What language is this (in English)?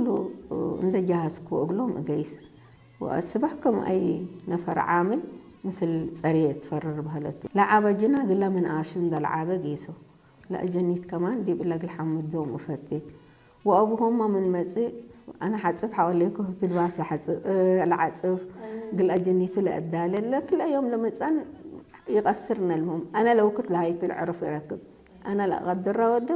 Tigre